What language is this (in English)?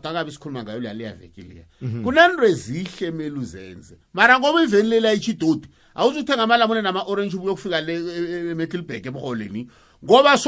South Ndebele